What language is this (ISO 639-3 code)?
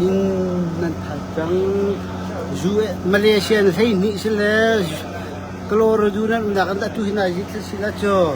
cnh